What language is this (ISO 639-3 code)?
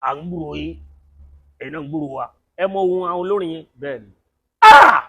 yor